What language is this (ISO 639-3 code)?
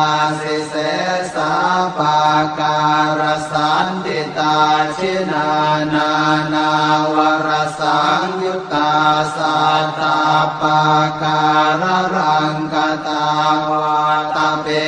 pli